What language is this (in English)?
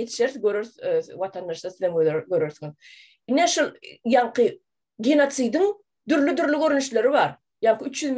Turkmen